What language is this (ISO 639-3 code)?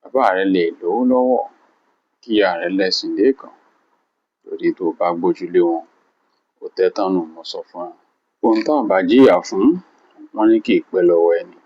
yor